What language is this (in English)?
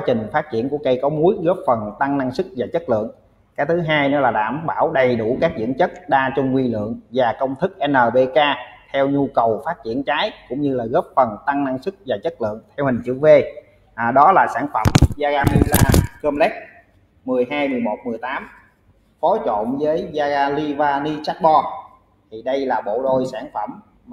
Vietnamese